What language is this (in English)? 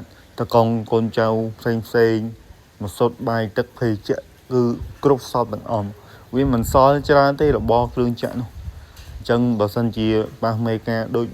Khmer